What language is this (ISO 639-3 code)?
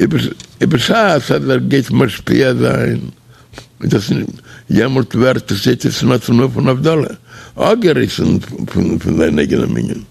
yid